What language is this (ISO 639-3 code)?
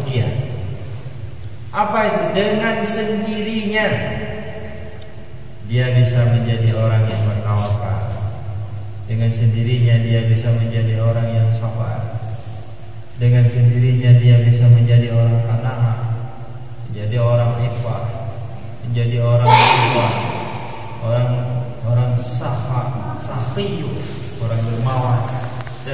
ind